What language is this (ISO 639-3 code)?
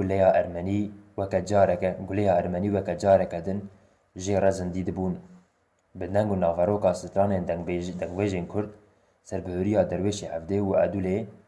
kur